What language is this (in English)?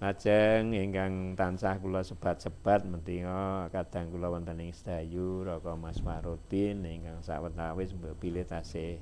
Javanese